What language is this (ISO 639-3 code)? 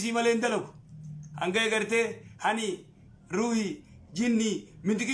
orm